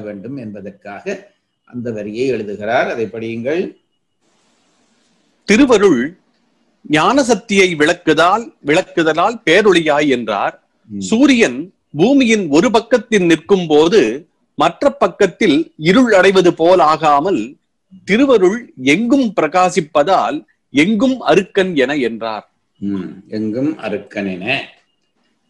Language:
Tamil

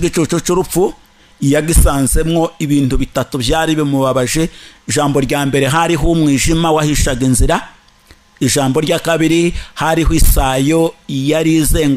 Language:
Kinyarwanda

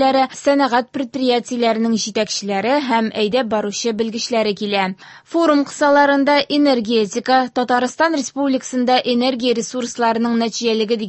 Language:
Tatar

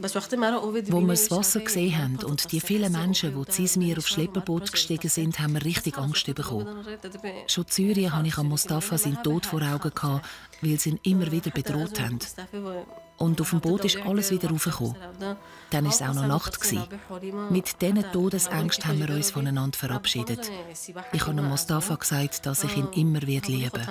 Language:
Swiss German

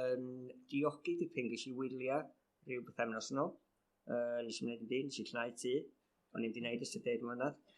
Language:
Welsh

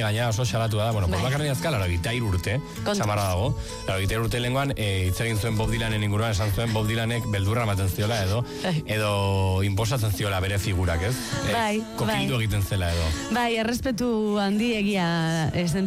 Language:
Basque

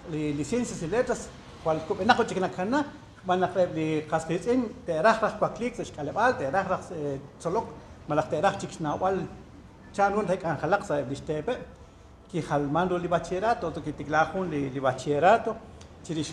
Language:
Kekchí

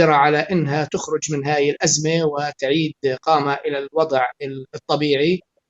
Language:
North Levantine Arabic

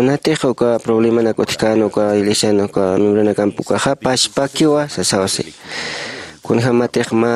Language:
Aymara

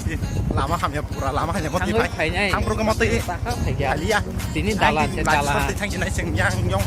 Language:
Kok Borok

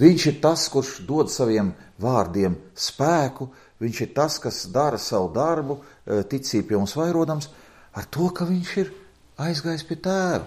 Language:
Latvian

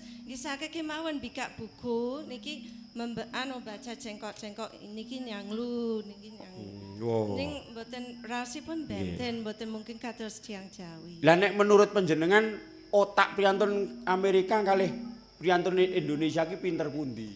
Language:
Javanese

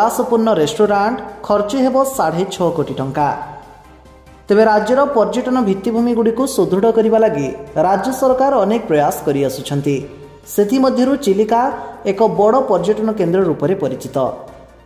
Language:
Odia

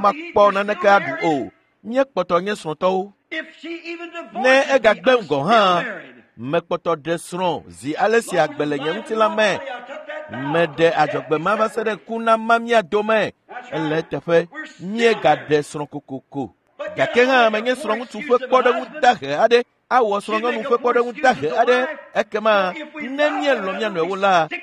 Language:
Ewe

